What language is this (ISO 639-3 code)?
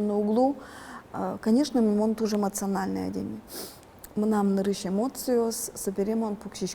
udm